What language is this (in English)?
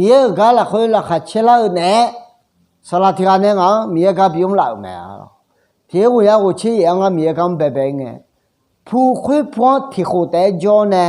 Akha